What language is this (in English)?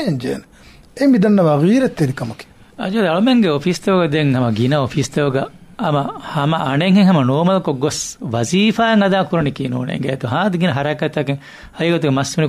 Divehi